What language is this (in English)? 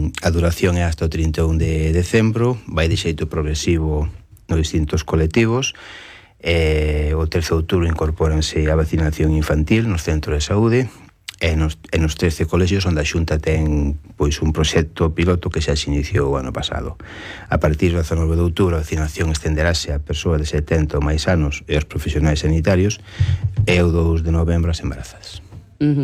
Galician